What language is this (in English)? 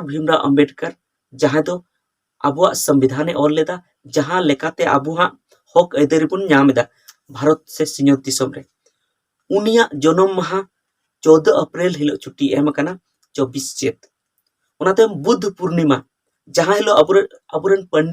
Santali